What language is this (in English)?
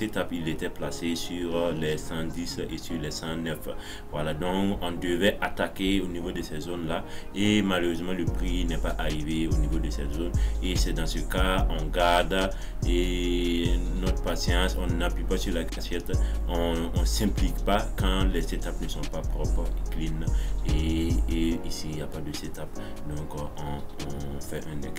French